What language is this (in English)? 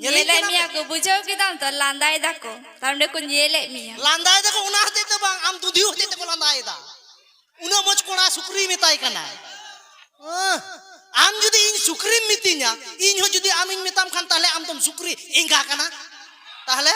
Santali